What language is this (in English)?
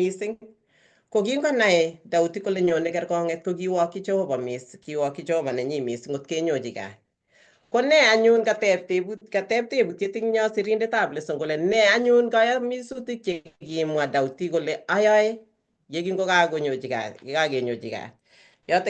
Kalenjin